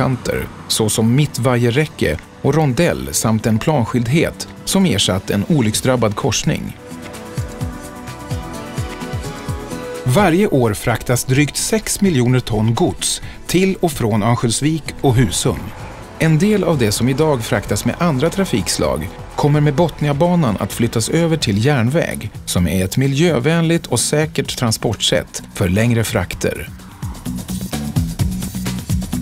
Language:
Swedish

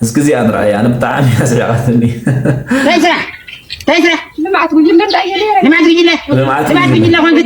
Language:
Tigrinya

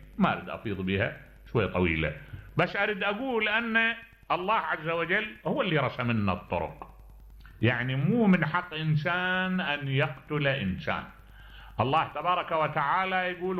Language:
Mesopotamian Arabic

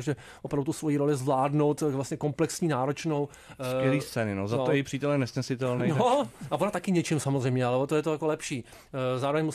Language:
Czech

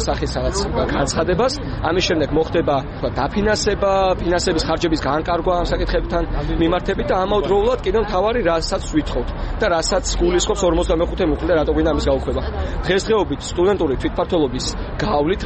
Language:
Georgian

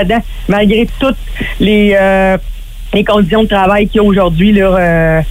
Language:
French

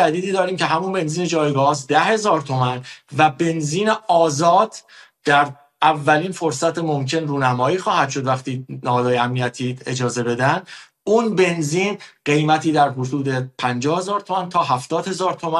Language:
Persian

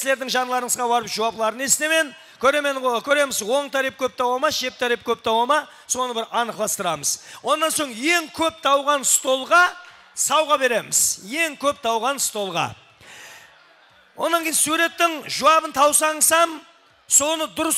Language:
Kara-Kalpak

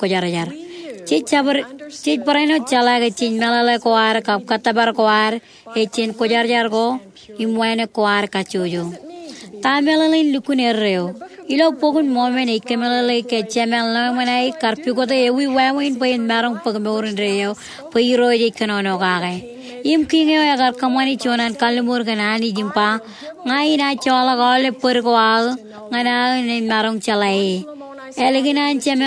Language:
Marshallese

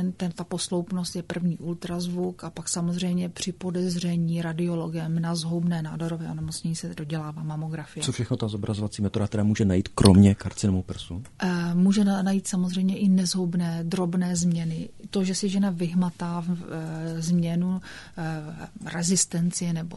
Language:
Czech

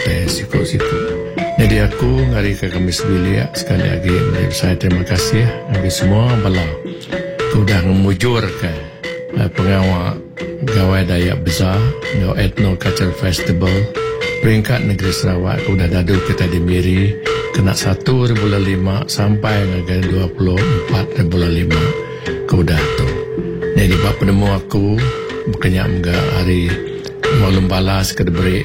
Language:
Iban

